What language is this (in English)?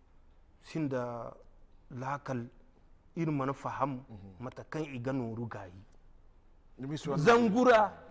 Zarma